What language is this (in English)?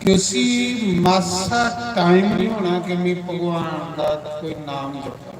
Dogri